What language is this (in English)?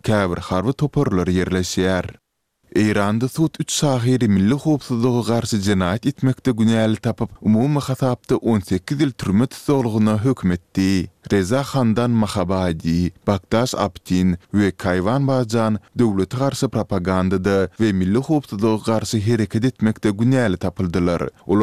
Turkmen